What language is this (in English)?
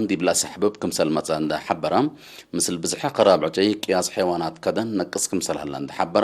Tigre